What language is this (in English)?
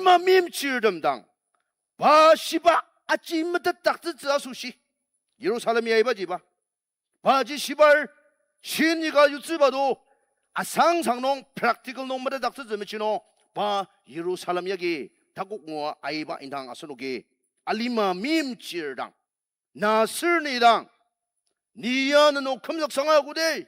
Ao Naga